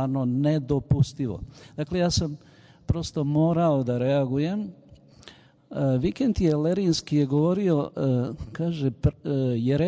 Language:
Serbian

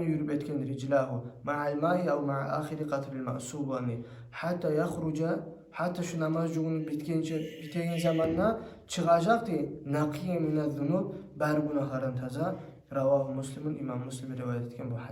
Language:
Kumyk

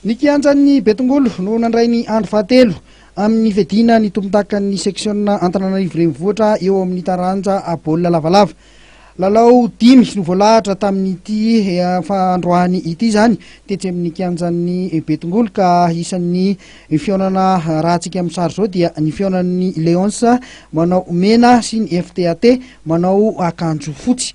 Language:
Malagasy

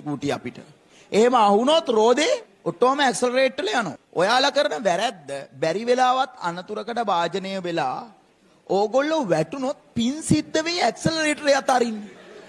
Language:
Sinhala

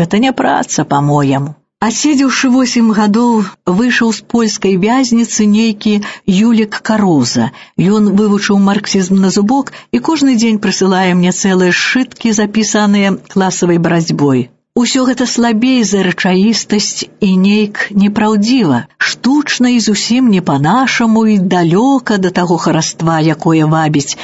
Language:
Belarusian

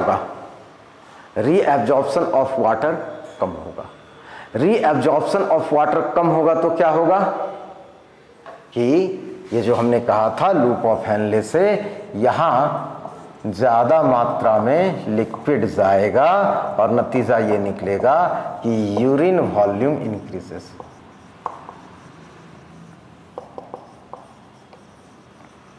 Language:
Hindi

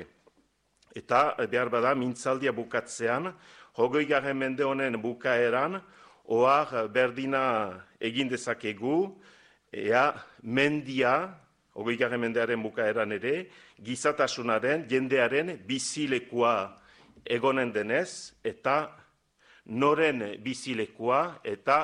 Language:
Basque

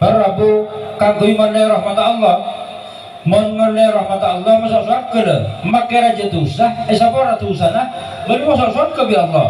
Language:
Madurese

